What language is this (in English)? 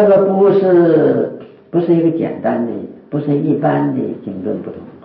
Chinese